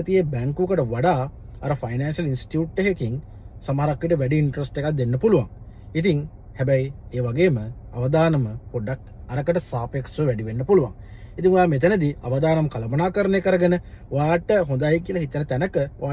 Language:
Sinhala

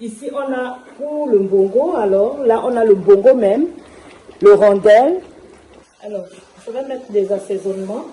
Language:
Duala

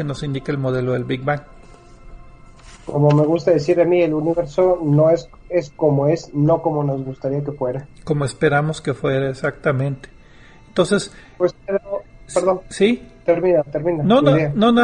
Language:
Spanish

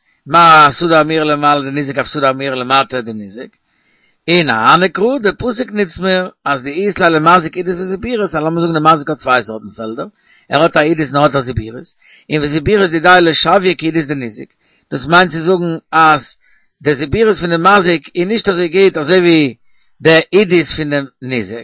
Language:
Yiddish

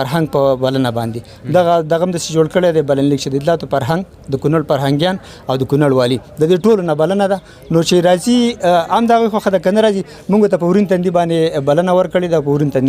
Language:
Pashto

